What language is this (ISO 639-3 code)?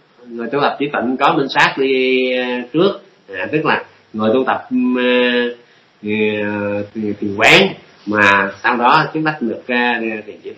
vie